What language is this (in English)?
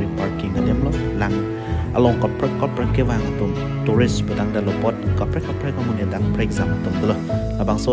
Karbi